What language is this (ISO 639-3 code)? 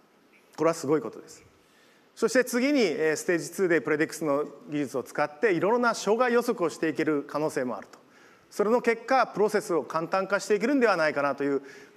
jpn